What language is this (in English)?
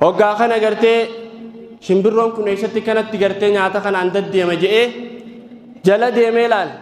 Oromo